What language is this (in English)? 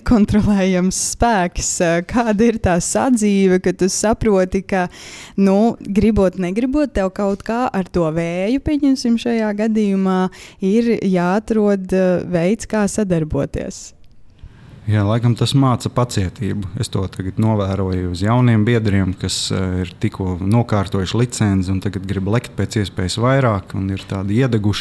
Latvian